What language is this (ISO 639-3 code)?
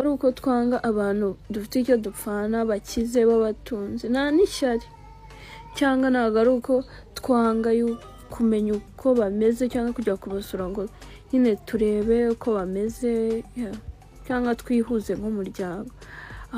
kin